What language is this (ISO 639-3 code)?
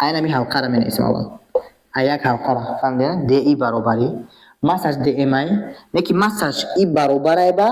tgk